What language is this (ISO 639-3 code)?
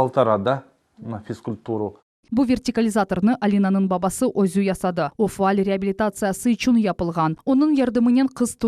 crh